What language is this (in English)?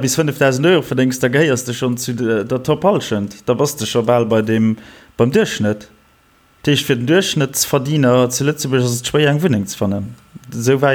Luxembourgish